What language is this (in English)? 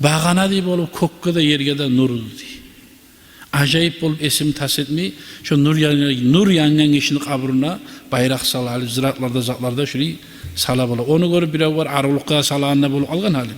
Kumyk